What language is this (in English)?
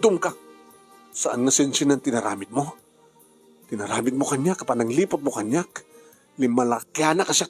Iloko